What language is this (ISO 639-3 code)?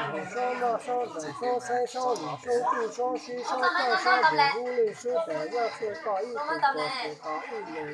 hmn